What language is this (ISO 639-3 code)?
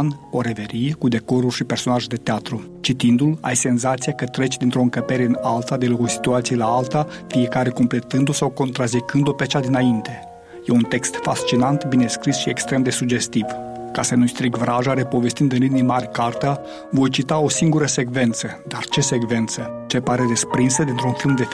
ron